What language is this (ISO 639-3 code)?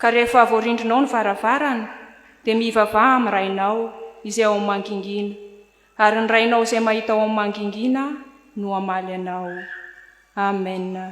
mlg